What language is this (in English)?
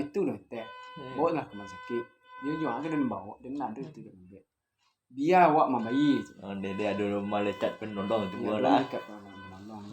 Minangkabau